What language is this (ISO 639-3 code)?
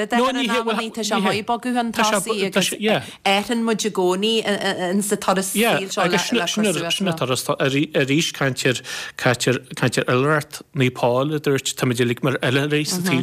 gle